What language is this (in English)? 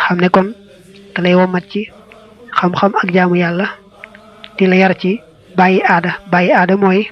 Wolof